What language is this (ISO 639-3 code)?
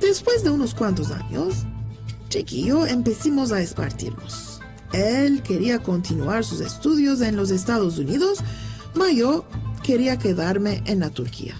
lad